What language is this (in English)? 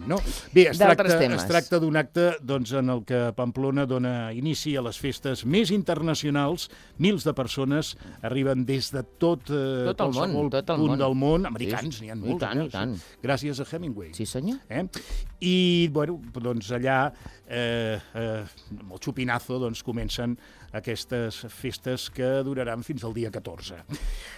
Catalan